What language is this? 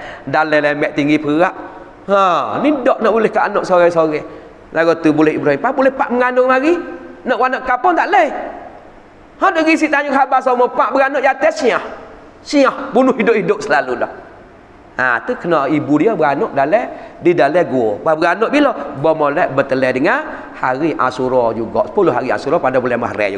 Malay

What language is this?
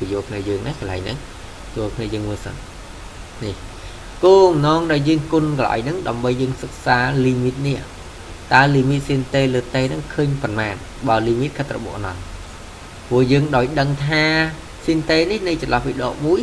Khmer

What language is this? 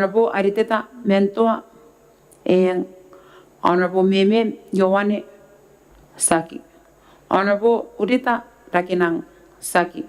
Gilbertese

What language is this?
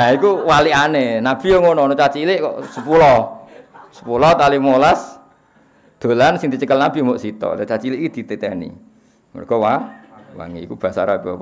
Javanese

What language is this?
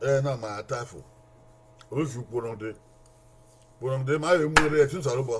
Bini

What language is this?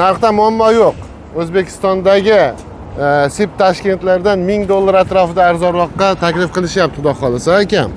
Uzbek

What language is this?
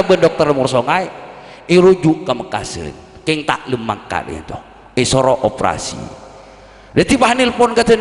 Madurese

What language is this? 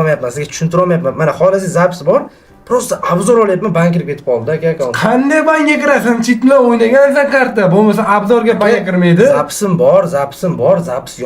Uzbek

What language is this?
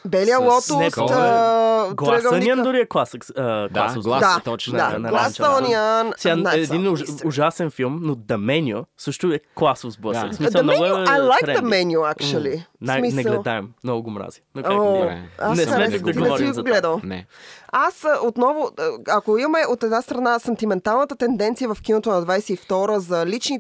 Bulgarian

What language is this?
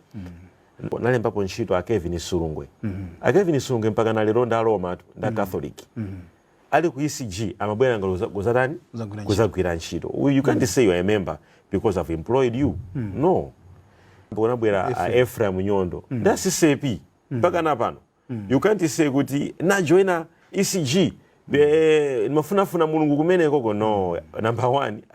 Nyanja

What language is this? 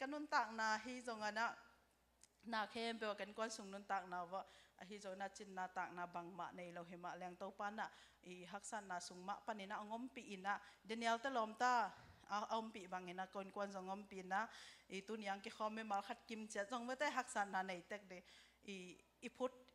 Tedim Chin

